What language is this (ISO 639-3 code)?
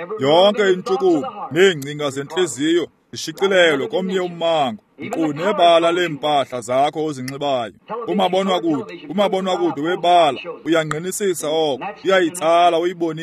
xho